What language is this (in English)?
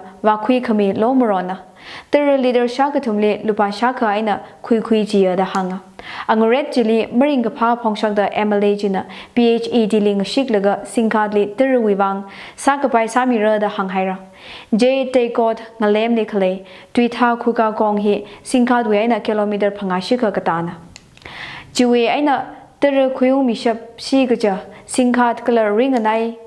Tangkhul Naga (India)